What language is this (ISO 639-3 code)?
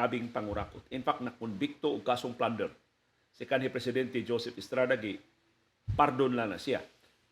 ceb